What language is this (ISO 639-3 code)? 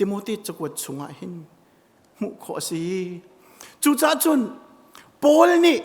cnh